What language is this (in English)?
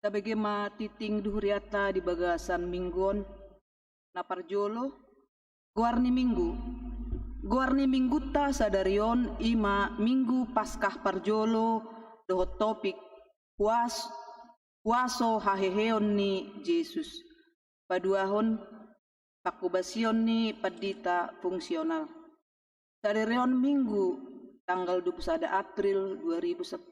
Batak Toba